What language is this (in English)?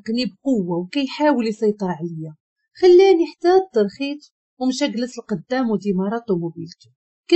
Moroccan Arabic